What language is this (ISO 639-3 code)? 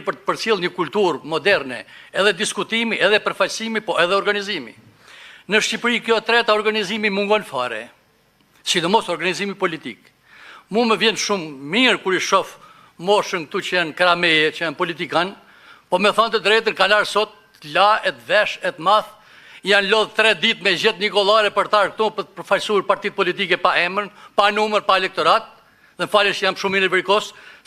sqi